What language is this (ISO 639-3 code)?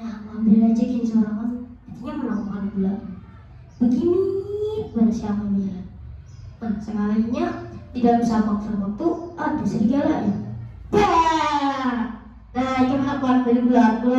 bjn